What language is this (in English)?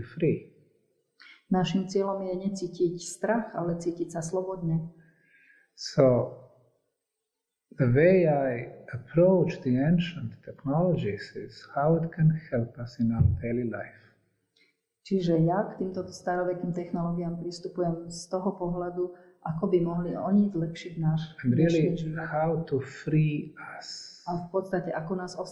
Slovak